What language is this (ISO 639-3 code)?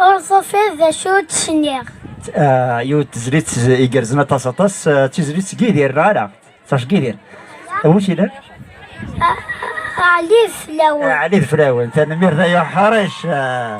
kab